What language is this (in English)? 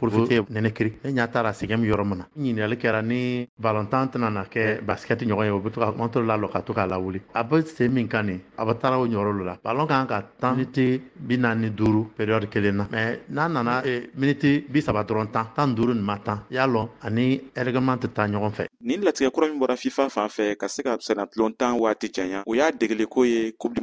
Bambara